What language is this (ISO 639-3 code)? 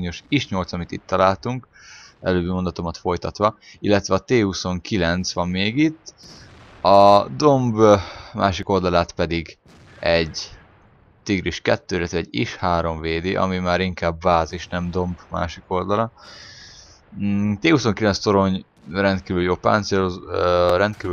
hun